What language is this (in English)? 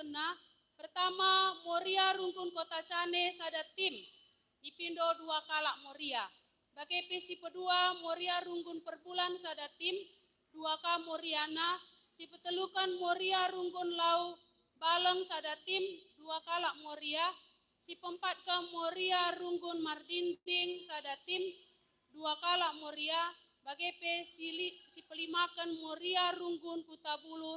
Batak Karo